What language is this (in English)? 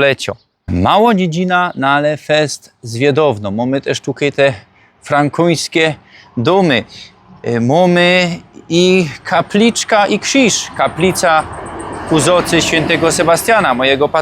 Silesian